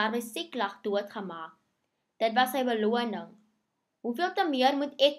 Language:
Afrikaans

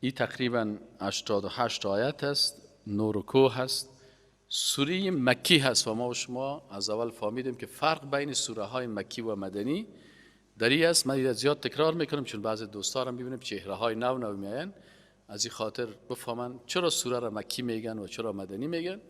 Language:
Persian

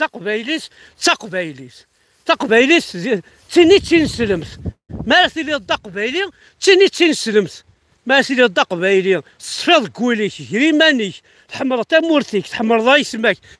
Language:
Kabyle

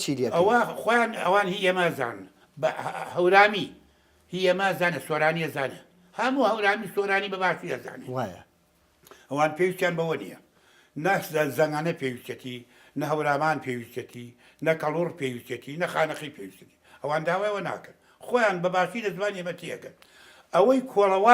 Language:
Central Kurdish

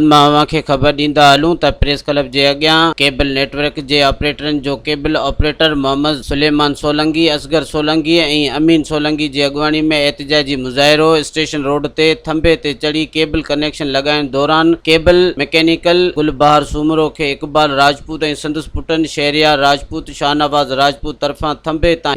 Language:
Sindhi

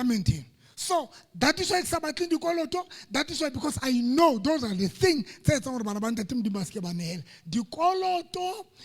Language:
Southern Sotho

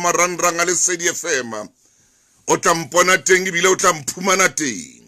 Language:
Southern Sotho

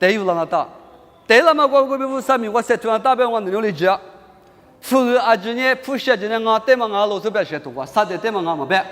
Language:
Lisu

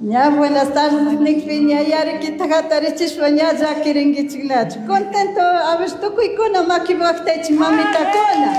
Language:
Chimborazo Highland Quichua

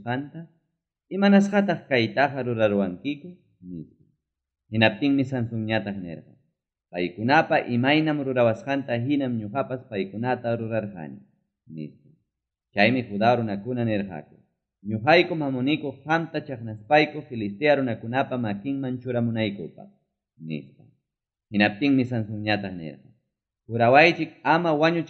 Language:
Ayacucho Quechua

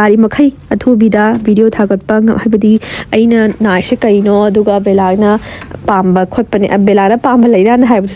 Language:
Manipuri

